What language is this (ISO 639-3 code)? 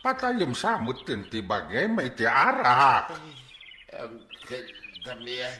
ilo